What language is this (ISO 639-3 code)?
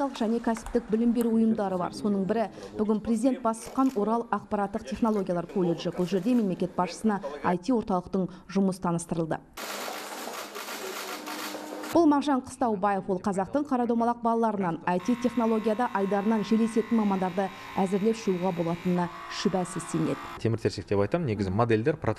kaz